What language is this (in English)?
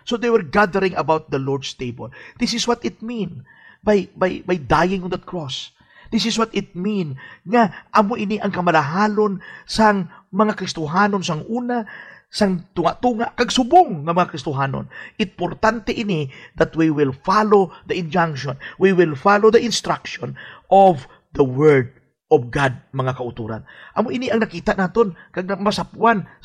Hiligaynon